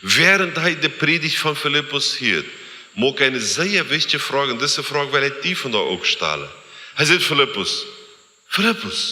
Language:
Plautdietsch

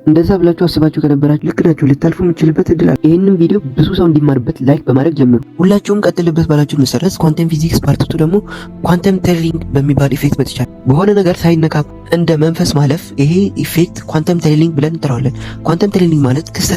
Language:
Amharic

